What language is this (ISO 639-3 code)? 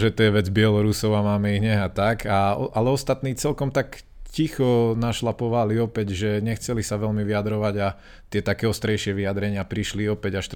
slk